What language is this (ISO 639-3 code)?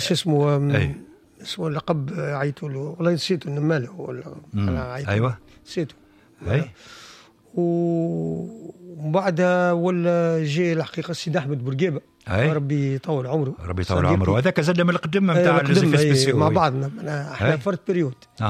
aeb